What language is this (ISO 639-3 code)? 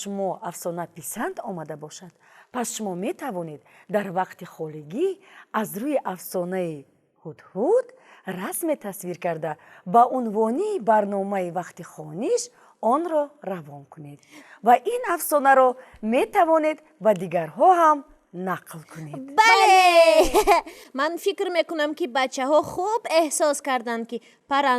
tgk